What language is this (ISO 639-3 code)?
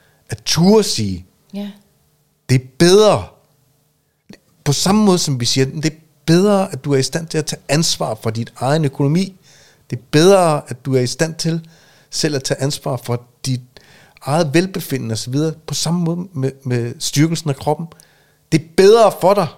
dan